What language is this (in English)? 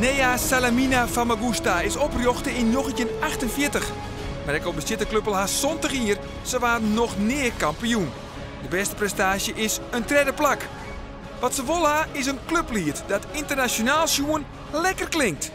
Western Frisian